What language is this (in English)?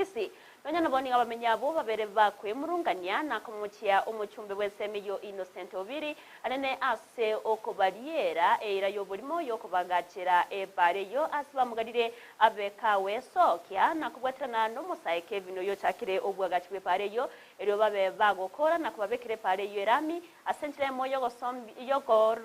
Gusii